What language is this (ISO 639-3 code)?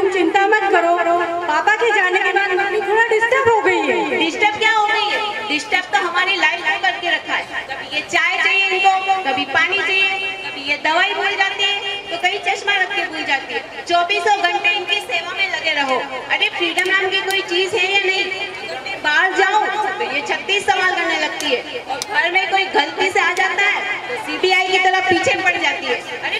hin